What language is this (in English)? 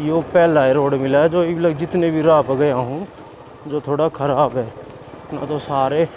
Haryanvi